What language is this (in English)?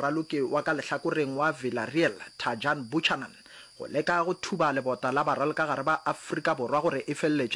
Northern Sotho